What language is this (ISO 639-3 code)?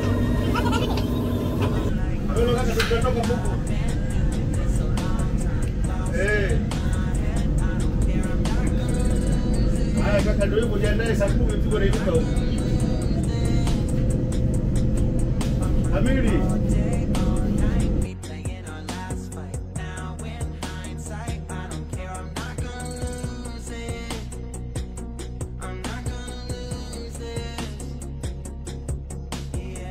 swa